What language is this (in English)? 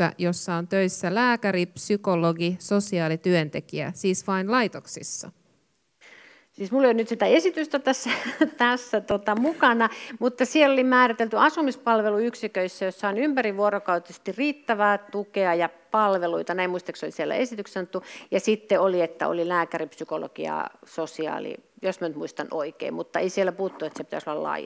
Finnish